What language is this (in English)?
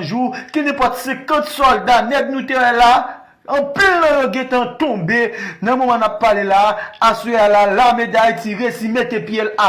Haitian Creole